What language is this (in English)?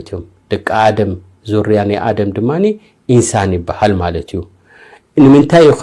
Tigrinya